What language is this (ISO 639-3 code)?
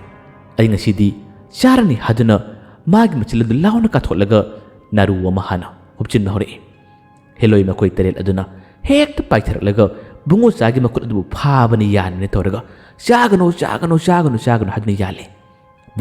mni